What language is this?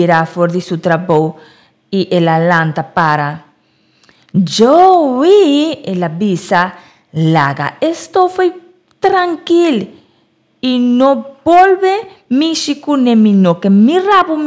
Papiamento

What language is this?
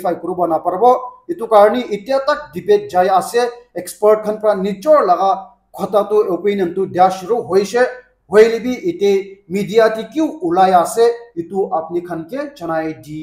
Naga Pidgin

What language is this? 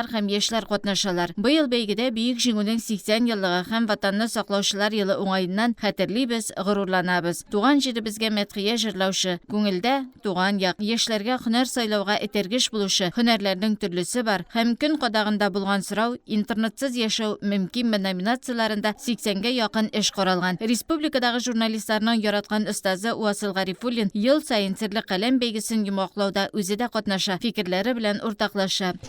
Tatar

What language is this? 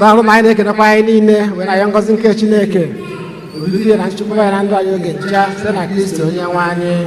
Igbo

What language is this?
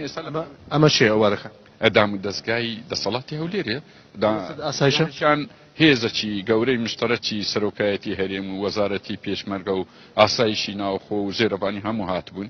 Central Kurdish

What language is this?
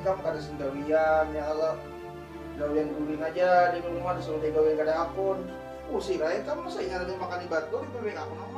Banjar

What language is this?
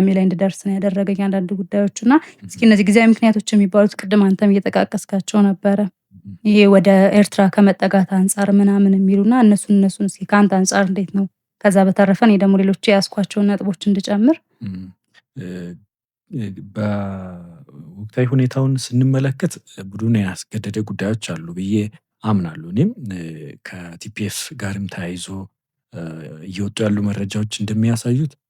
Amharic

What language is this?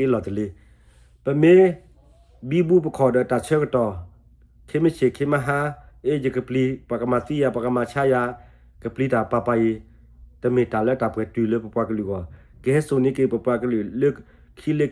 S'gaw Karen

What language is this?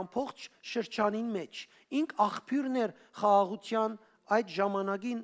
Western Armenian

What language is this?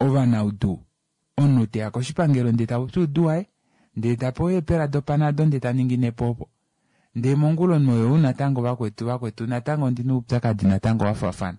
Kuanyama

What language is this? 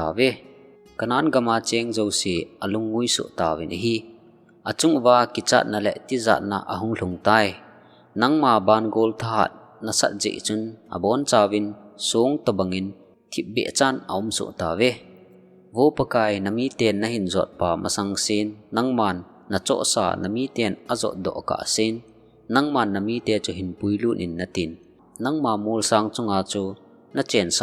Thado Chin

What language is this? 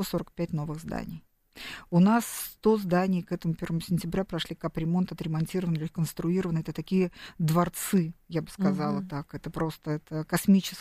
Russian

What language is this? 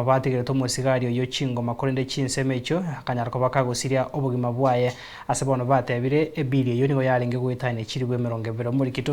Gusii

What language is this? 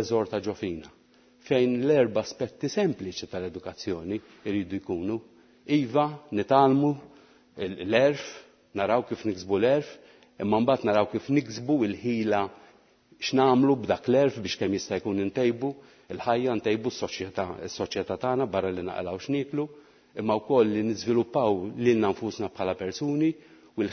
Maltese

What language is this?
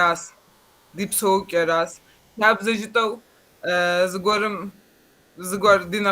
Kabardian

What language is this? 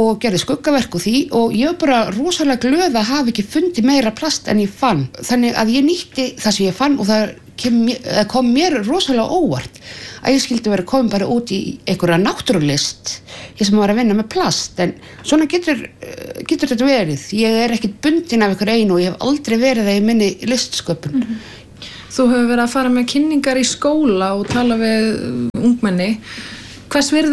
Icelandic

